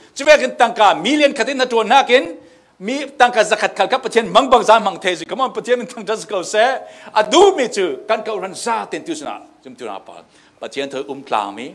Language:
Falam Chin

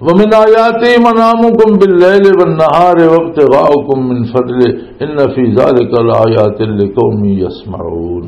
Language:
Western Panjabi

